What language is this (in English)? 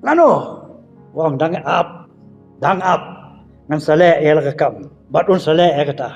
Khasi